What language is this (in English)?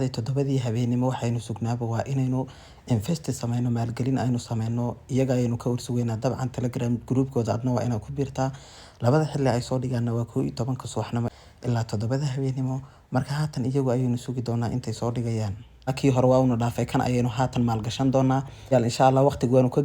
Somali